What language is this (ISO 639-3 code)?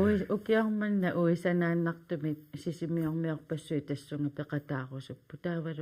kal